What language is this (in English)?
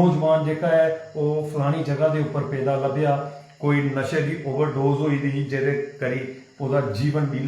Dogri